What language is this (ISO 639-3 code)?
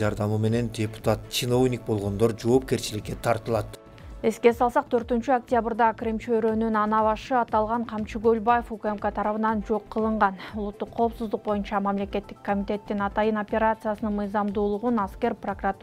kir